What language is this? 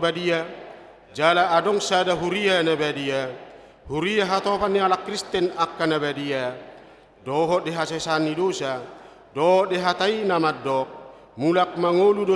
Batak Toba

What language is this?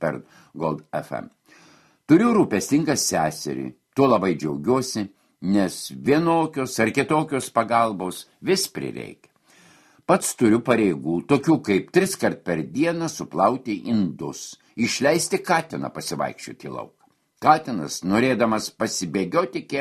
Lithuanian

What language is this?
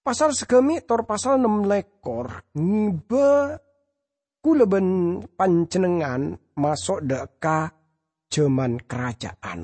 Madurese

